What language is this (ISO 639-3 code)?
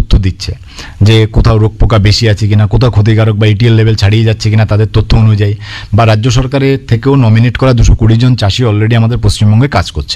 ben